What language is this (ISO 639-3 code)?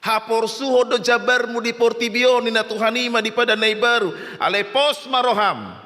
bbc